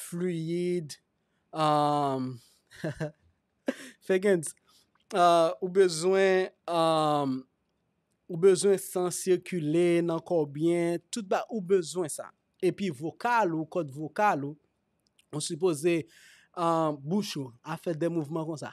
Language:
Haitian Creole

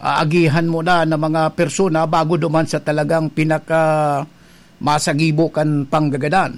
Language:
Bikol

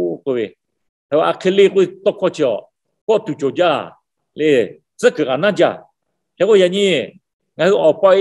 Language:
Lahu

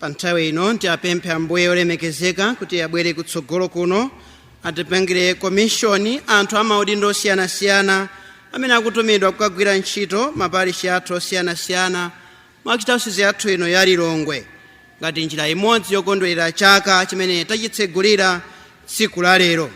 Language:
Nyanja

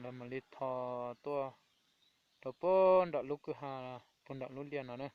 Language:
Hmong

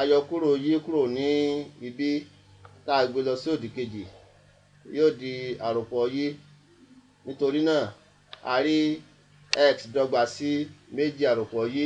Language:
Yoruba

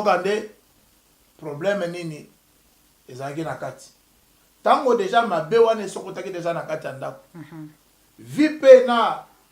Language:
Lingala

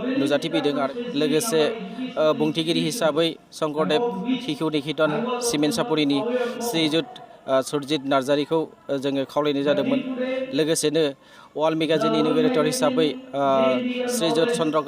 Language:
Bodo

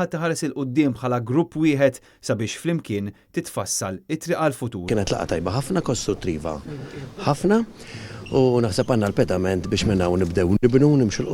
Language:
Maltese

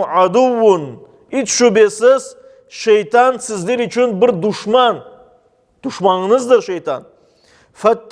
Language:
Crimean Tatar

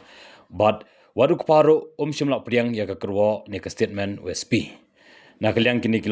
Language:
Khasi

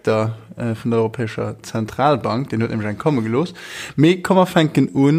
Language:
Luxembourgish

